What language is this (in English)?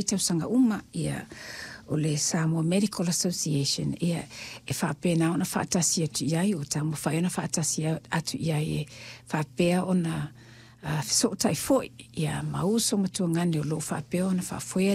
Samoan